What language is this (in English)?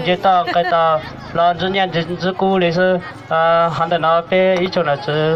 Hmong